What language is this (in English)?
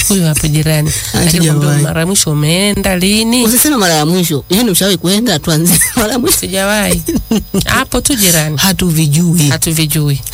Swahili